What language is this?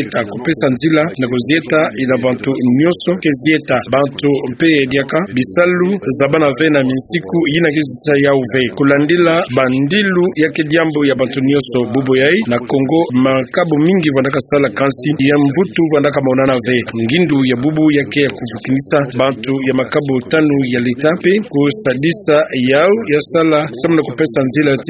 Kituba (Democratic Republic of Congo)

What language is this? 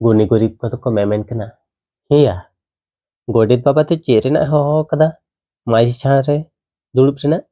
Santali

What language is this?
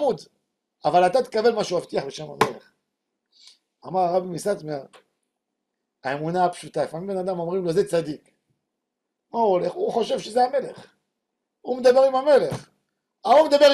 Hebrew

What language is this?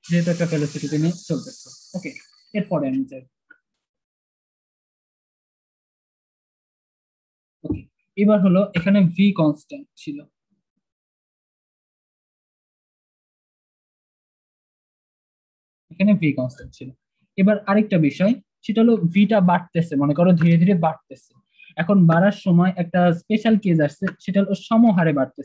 Bangla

